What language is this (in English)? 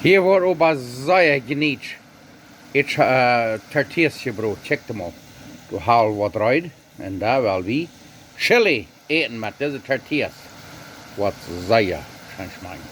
Plautdietsch